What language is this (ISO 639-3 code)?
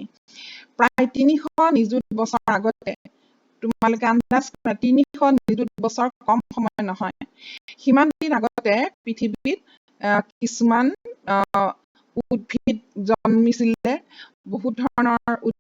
asm